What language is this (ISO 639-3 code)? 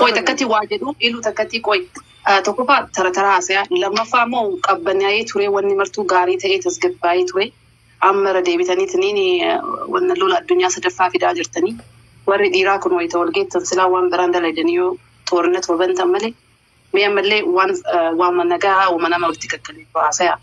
orm